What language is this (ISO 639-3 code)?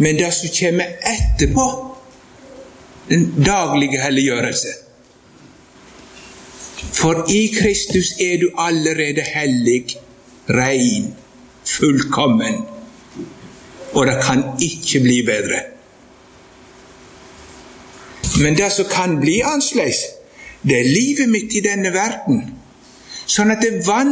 nor